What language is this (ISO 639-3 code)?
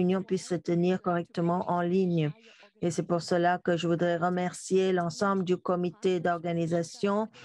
fra